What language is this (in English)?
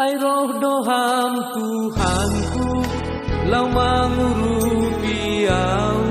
Batak Simalungun